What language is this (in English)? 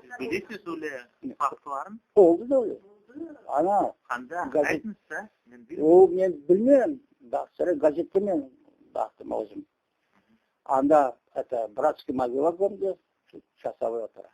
Crimean Tatar